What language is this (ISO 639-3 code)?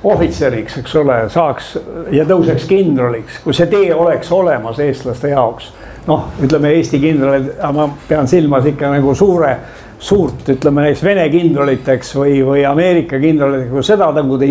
est